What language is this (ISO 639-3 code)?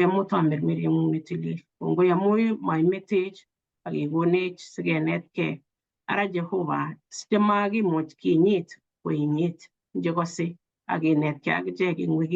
kln